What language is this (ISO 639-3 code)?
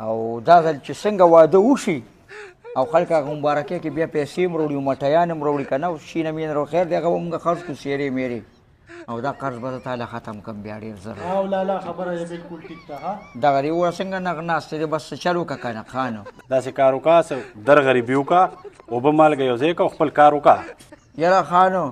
pus